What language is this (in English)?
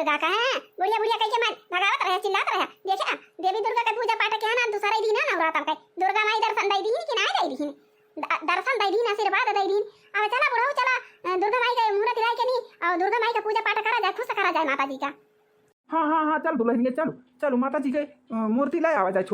Awadhi